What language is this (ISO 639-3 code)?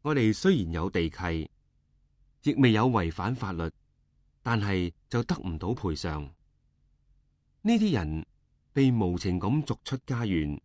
yue